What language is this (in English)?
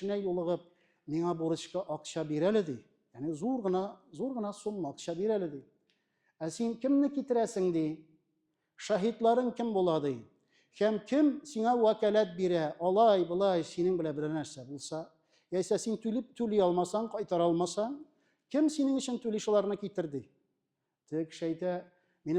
Tatar